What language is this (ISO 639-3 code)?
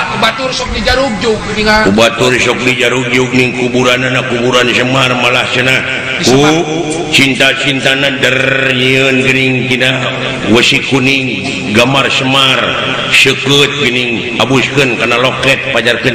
sun